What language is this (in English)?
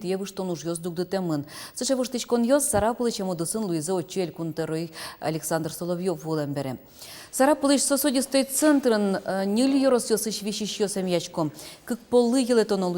Udmurt